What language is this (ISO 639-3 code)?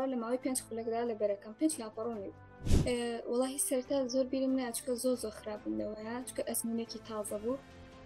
ckb